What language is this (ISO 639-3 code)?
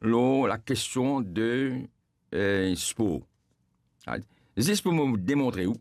mfe